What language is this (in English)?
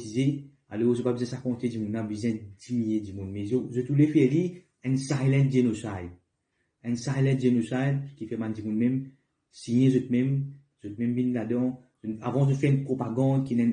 Morisyen